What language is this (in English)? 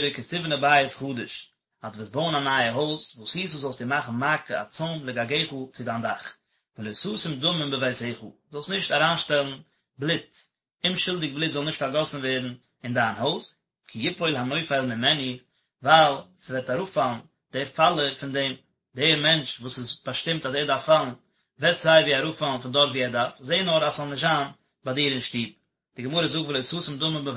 Yiddish